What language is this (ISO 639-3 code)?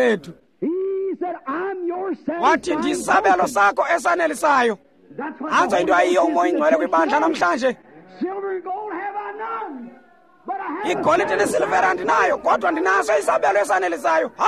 xho